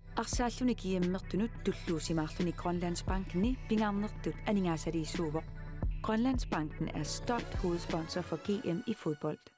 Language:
Kalaallisut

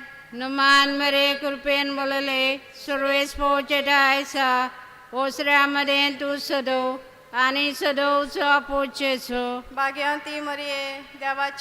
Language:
Konkani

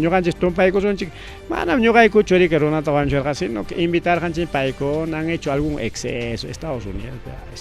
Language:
Ayacucho Quechua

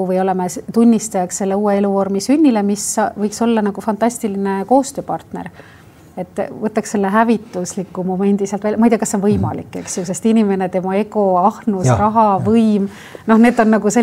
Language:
Estonian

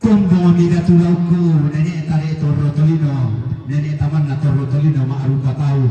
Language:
Toraja-Sa'dan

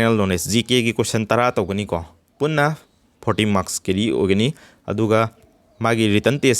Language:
Manipuri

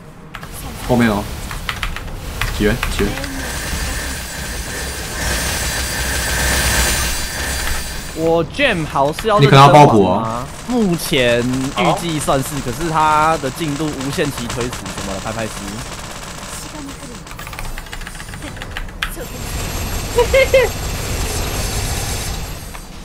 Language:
Chinese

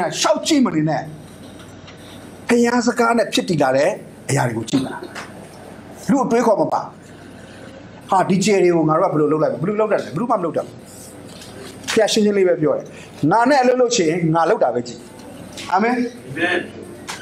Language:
Burmese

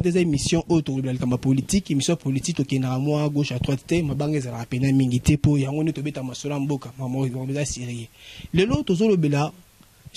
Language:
Lingala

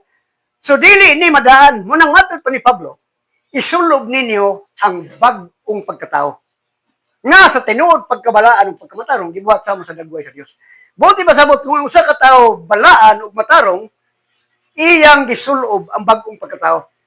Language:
Cebuano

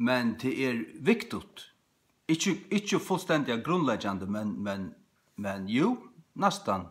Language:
Faroese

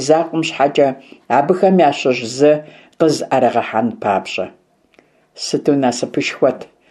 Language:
Kabardian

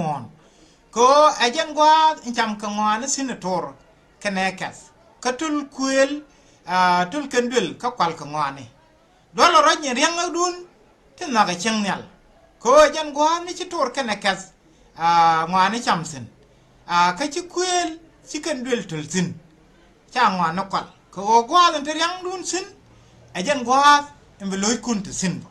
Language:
Nuer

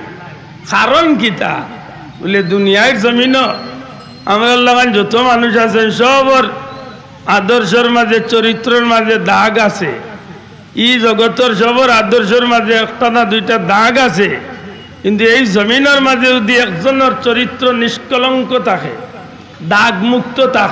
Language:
Sylheti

